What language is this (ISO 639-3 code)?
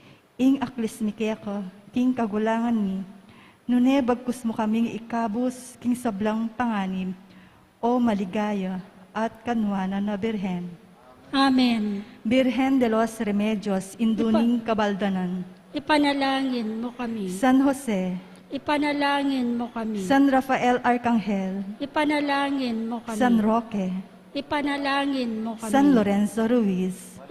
pam